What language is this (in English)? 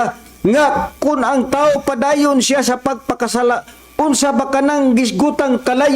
Cebuano